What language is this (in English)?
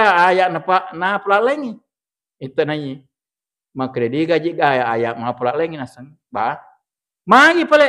Buginese